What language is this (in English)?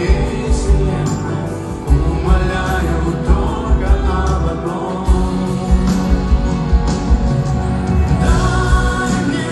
Russian